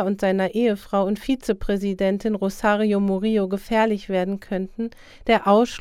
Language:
German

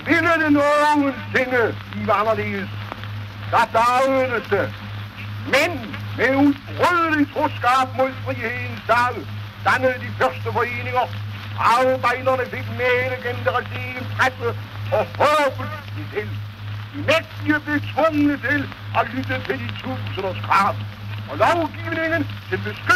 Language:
Danish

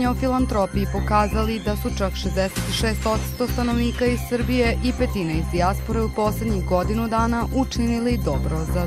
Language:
Serbian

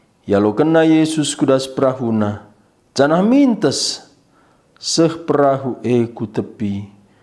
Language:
Batak Karo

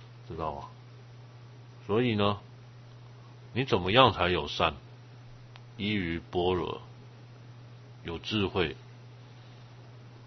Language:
Chinese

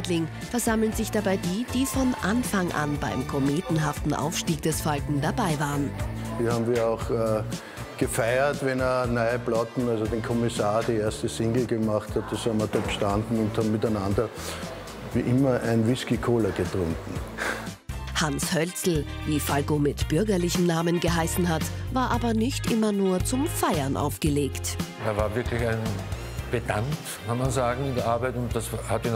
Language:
German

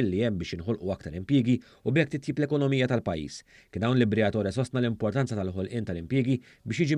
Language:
Maltese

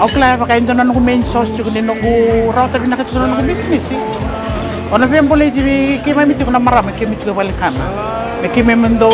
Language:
Fijian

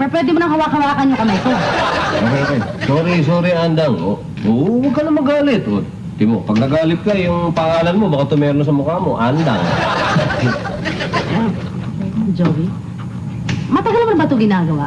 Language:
Filipino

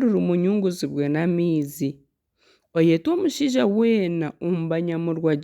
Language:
Nyankole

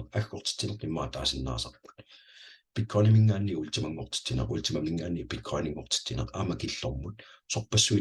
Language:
Kalaallisut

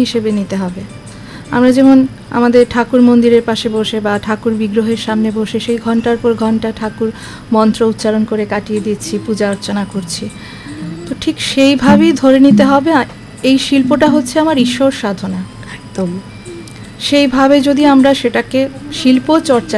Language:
Bangla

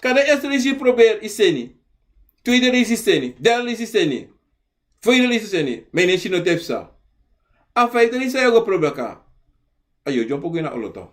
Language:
Sranan Tongo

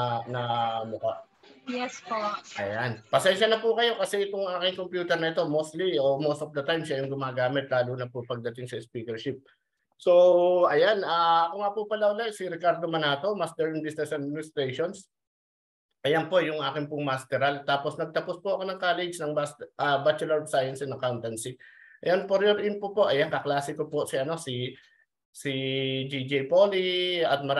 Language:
Filipino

